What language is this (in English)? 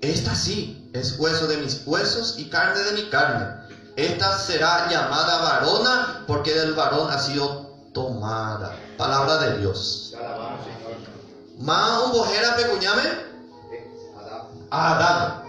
Guarani